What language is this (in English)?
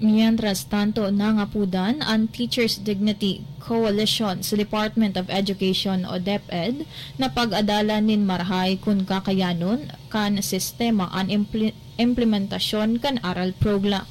Bikol